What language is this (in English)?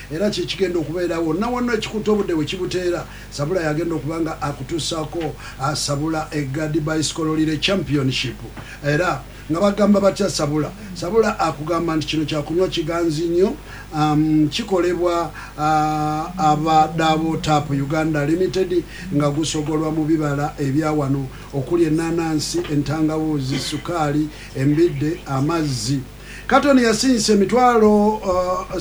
Ganda